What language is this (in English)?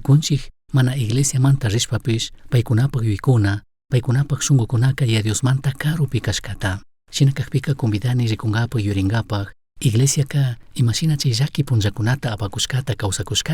Chimborazo Highland Quichua